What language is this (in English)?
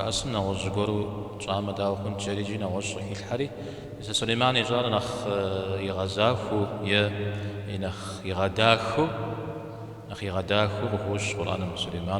Kabardian